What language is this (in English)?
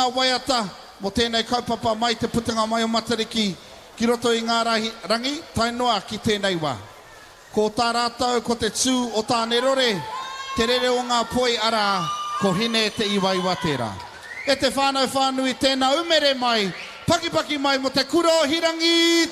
Māori